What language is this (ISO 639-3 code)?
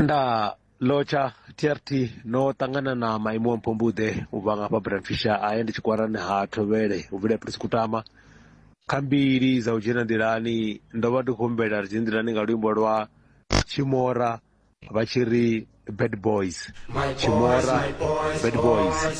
ven